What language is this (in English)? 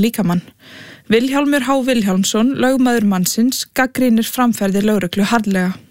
Icelandic